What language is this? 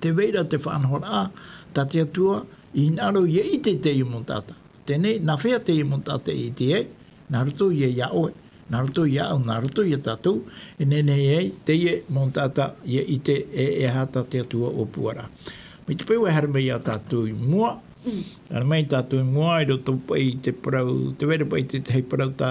Tahitian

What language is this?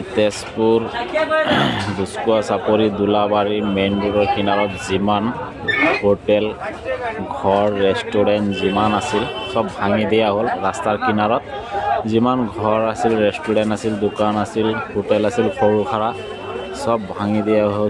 Assamese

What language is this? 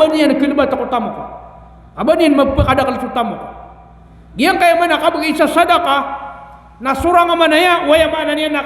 Maranao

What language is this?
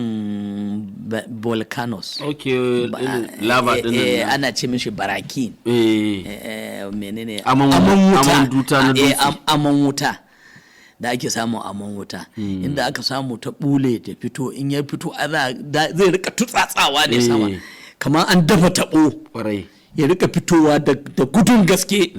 Hausa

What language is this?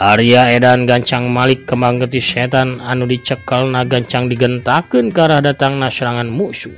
Sundanese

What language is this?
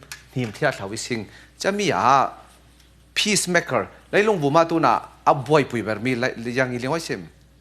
Falam Chin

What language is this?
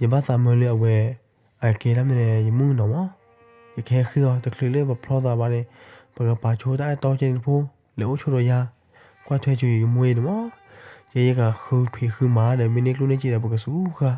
S'gaw Karen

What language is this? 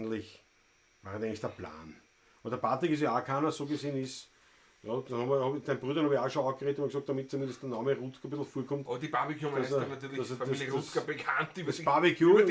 Bavarian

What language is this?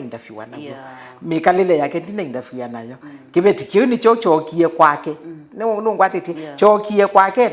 Kamba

